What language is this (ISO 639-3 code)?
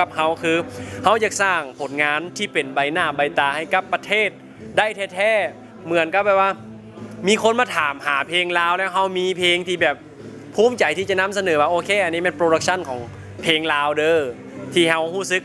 lao